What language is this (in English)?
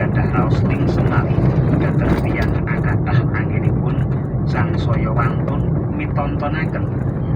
Javanese